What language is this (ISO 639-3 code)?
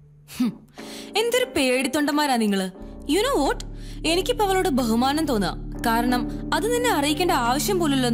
mal